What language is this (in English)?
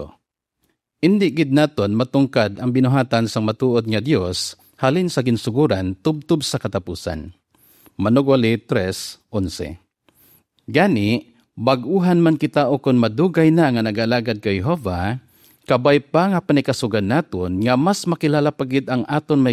Hiligaynon